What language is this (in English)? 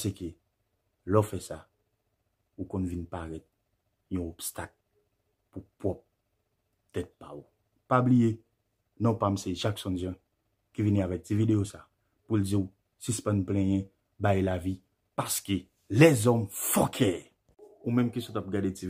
Haitian Creole